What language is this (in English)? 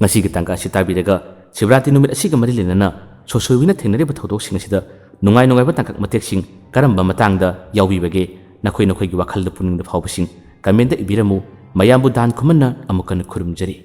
Manipuri